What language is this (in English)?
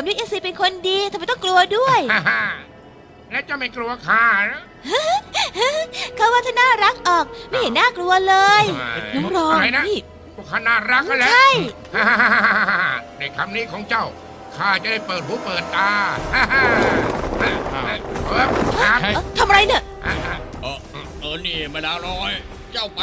Thai